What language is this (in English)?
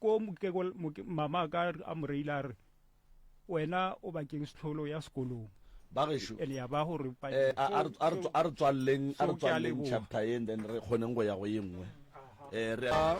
Northern Sotho